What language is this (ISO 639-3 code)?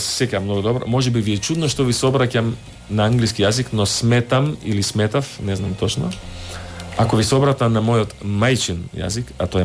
mkd